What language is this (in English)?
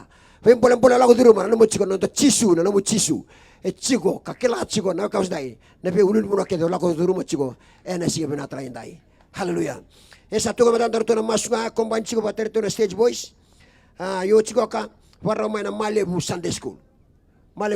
Fijian